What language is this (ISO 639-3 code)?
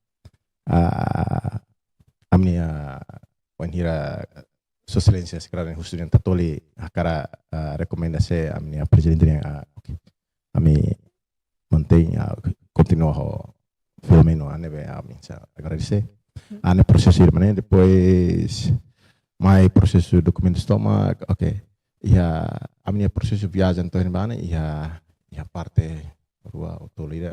tet